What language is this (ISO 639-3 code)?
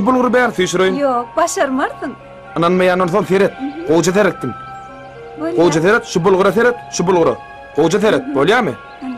tuk